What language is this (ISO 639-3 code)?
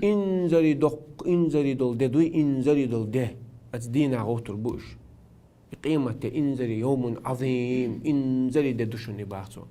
che